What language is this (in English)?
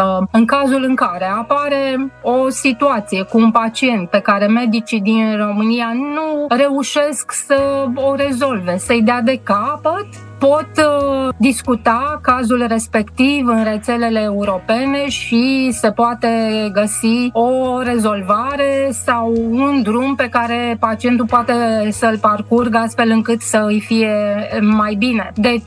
Romanian